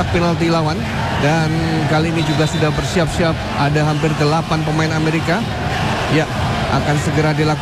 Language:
Indonesian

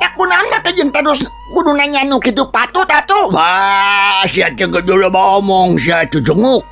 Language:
Sundanese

